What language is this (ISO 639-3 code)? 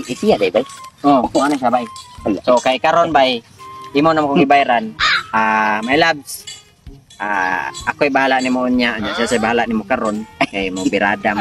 ceb